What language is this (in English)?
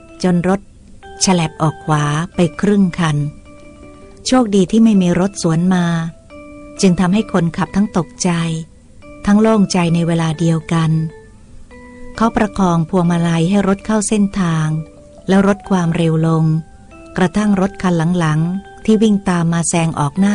Thai